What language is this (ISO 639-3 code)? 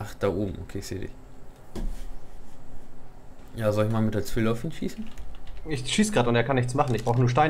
deu